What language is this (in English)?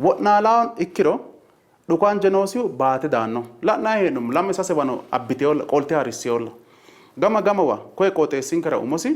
Sidamo